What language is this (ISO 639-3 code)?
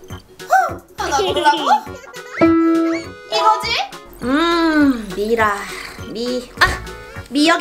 kor